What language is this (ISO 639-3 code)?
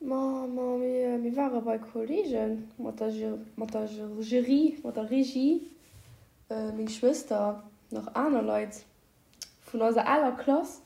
ltz